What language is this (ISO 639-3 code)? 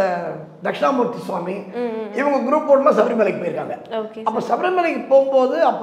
tam